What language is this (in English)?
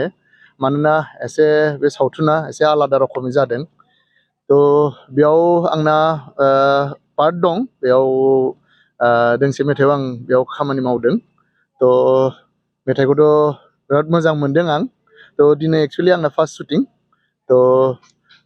Bodo